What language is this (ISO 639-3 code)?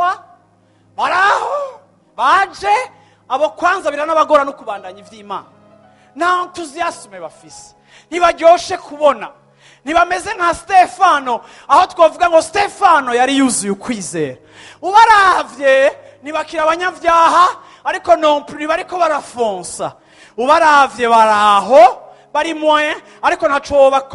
run